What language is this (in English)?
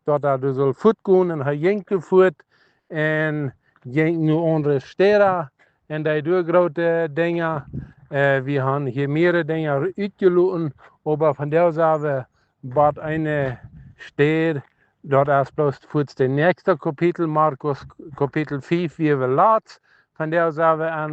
Plautdietsch